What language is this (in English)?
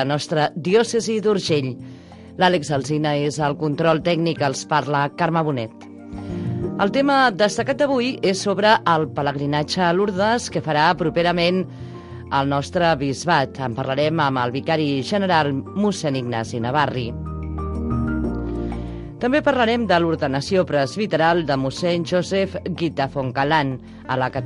Catalan